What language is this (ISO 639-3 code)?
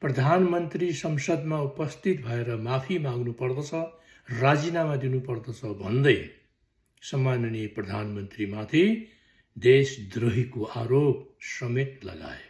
nep